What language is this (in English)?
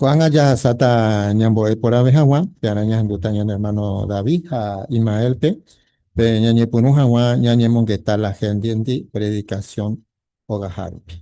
Guarani